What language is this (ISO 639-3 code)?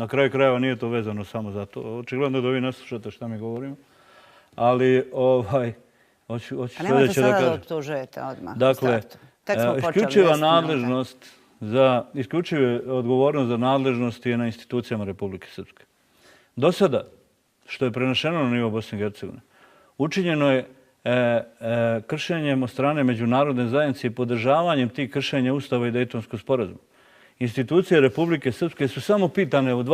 bos